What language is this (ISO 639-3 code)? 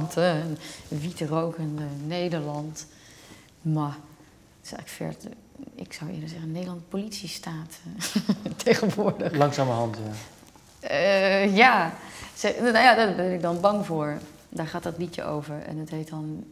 nld